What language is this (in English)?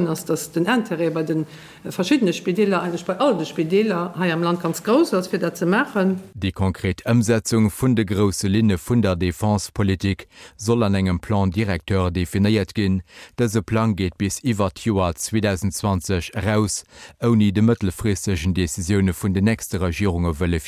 Luxembourgish